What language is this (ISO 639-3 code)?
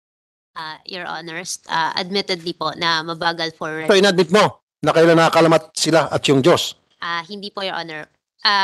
fil